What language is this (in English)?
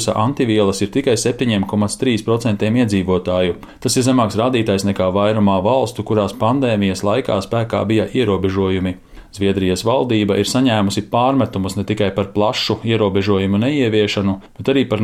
Latvian